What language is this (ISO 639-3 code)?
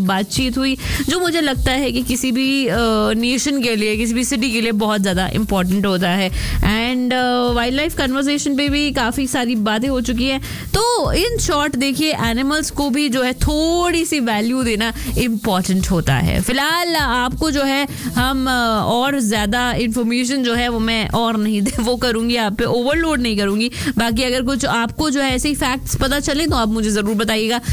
hin